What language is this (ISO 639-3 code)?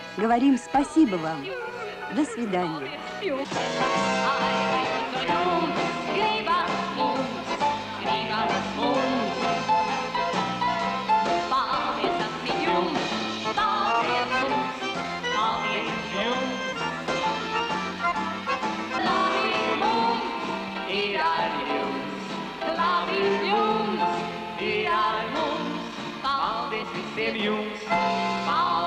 rus